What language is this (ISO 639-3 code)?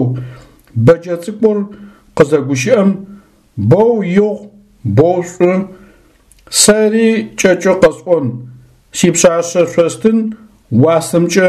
ady